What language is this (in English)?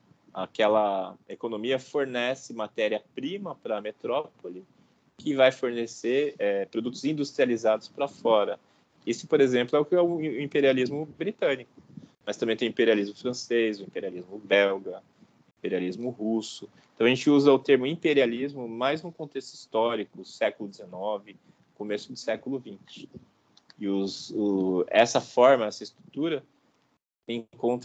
Portuguese